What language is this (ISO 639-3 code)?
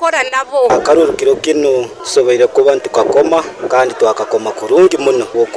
nyo